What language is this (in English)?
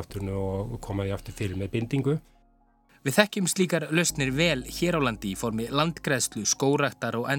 Icelandic